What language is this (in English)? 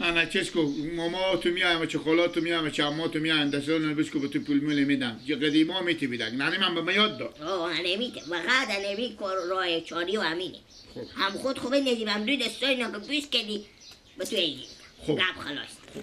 Persian